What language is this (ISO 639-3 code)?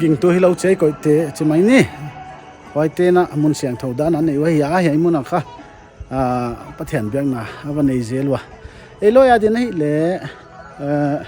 pck